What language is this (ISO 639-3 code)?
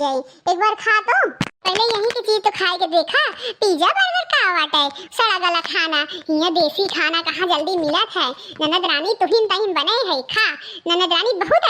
awa